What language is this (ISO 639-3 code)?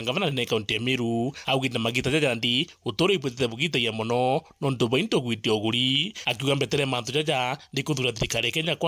mer